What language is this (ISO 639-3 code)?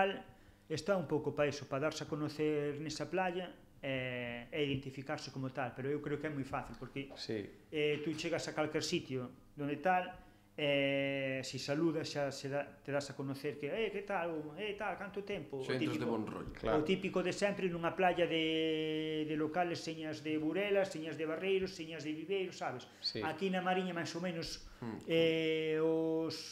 glg